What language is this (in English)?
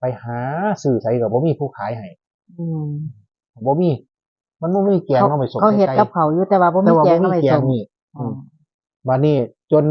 Northeastern Thai